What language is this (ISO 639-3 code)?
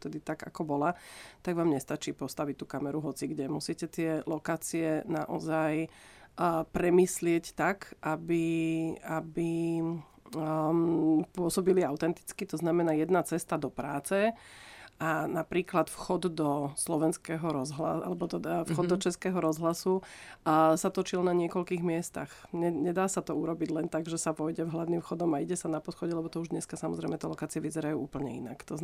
slk